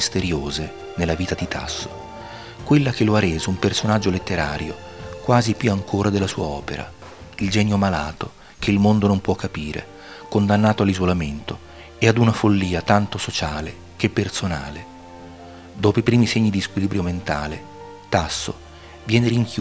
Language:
Italian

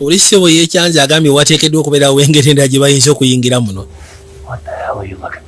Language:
Ganda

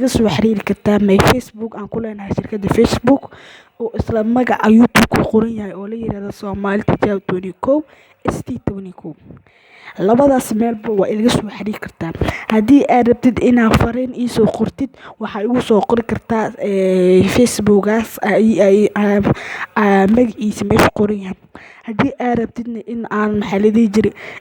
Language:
Somali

